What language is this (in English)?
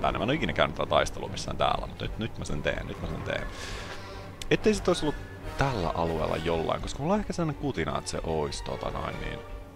Finnish